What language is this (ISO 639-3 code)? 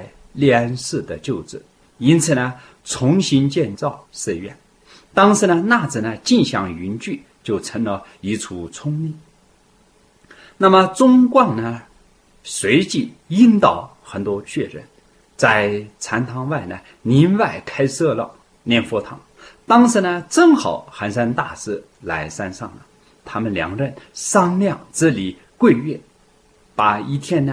zho